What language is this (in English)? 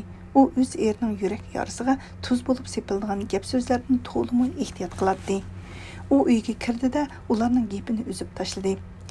Uyghur